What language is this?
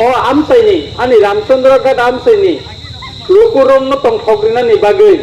Kok Borok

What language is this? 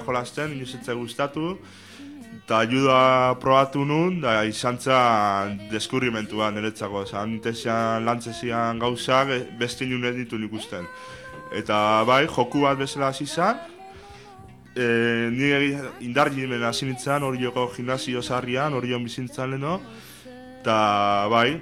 Basque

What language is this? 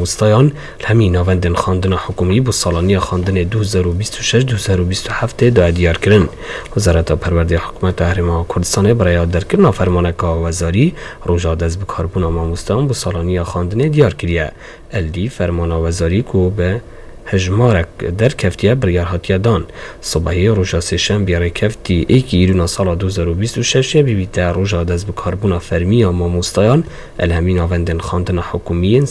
Kurdish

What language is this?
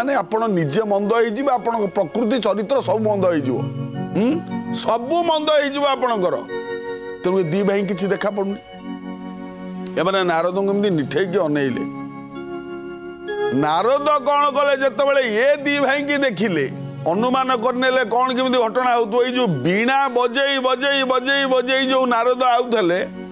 Odia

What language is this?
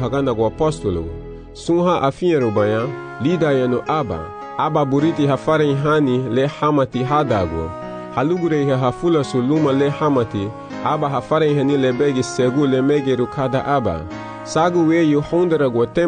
Garifuna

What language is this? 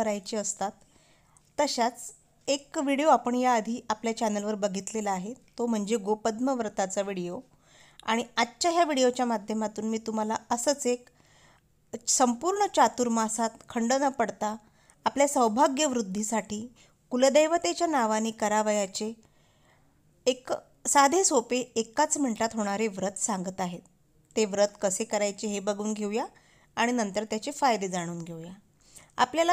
Marathi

